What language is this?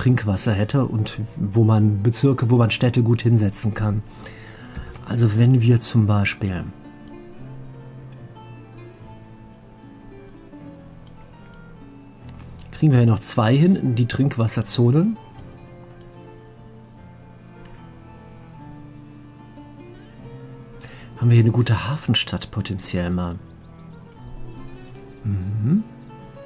German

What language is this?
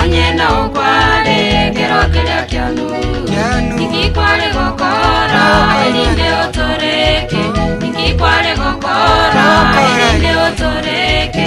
Gusii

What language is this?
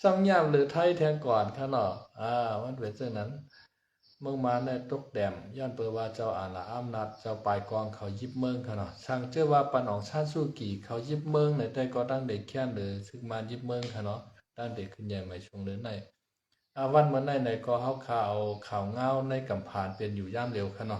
Shan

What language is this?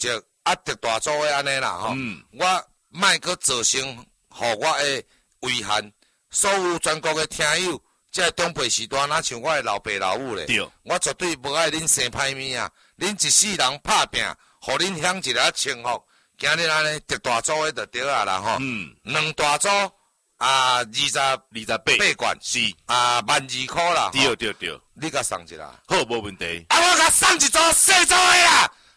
Min Nan Chinese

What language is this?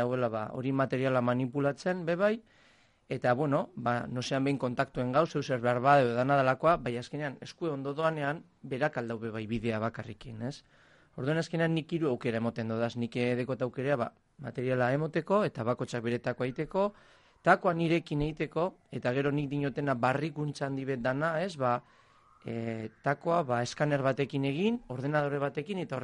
Basque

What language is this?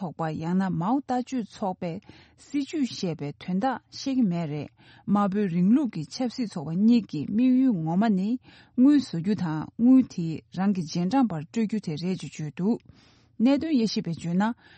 Tibetan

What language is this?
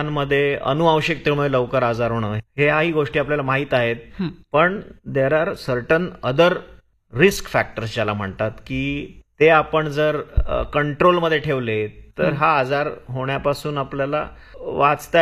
Marathi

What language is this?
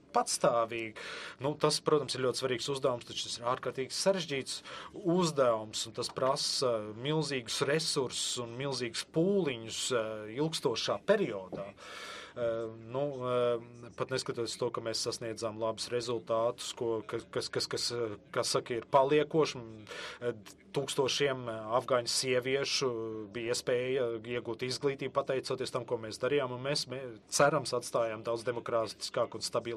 Latvian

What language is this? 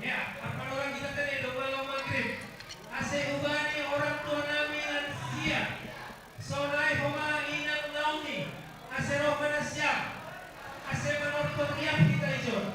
Batak Simalungun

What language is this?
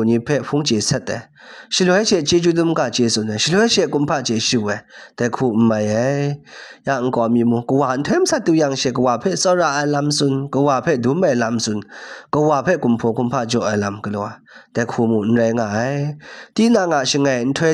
Kachin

